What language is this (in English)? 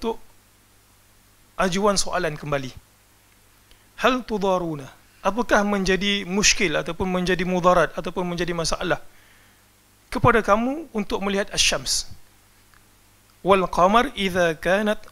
Malay